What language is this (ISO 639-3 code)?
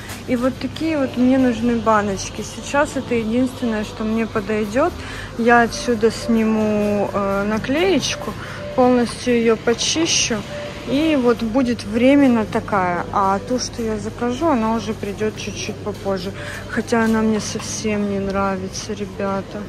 rus